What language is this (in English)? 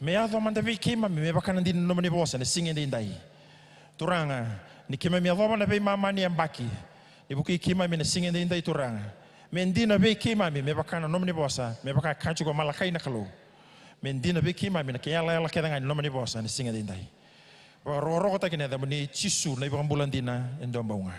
Fijian